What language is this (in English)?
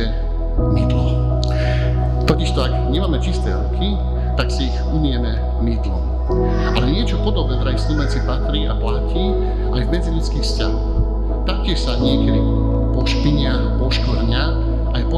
Slovak